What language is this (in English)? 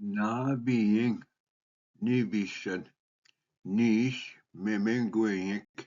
Ojibwa